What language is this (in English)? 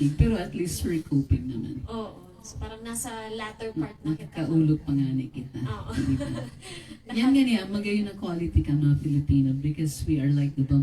Bikol